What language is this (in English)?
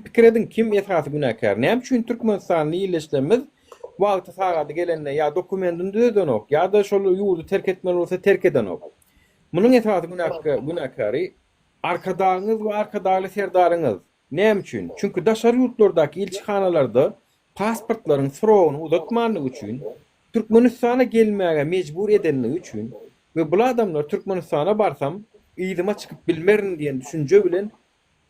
Turkmen